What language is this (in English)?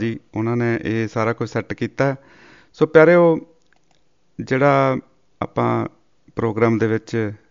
Punjabi